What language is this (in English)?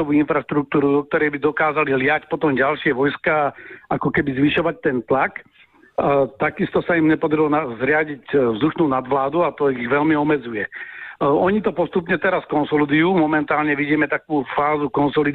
Slovak